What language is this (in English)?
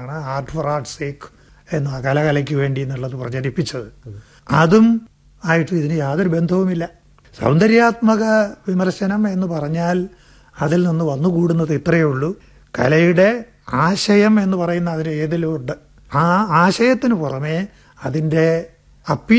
Malayalam